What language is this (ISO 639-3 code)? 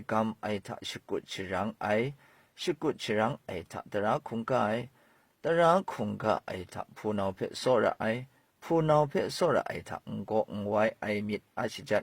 kac